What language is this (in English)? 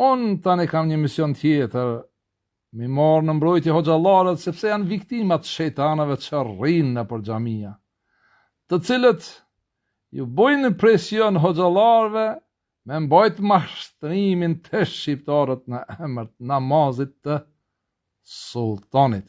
Albanian